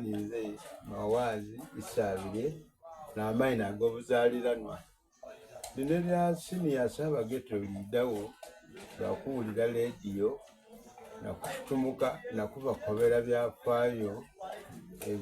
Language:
Soga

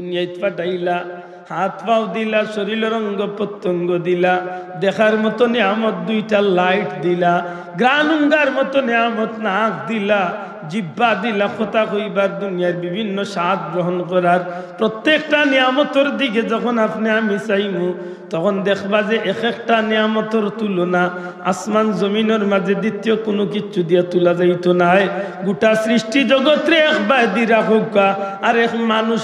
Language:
Sylheti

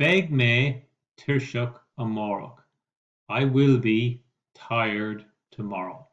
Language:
Irish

